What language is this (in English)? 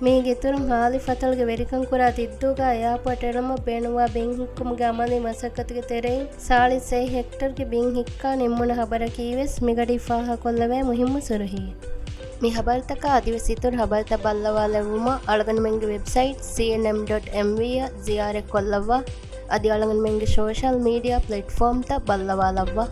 Divehi